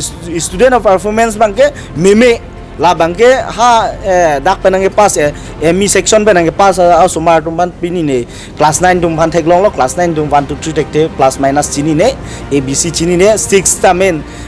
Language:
Karbi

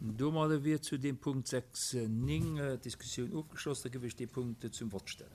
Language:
Luxembourgish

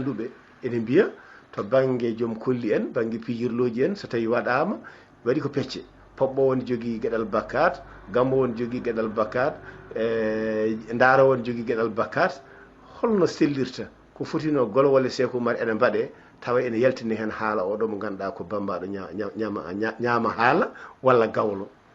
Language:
Fula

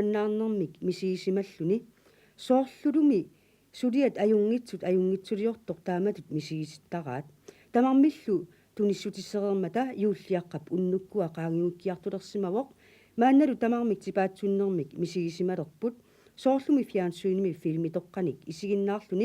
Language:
Kalaallisut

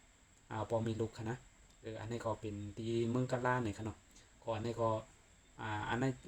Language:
Shan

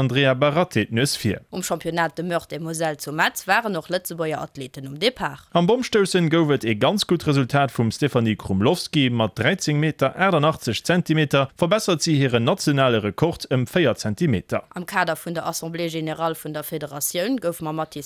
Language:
Luxembourgish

